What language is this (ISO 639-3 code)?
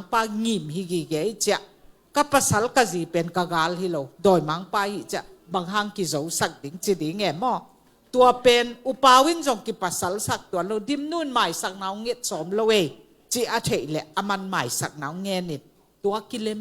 ctd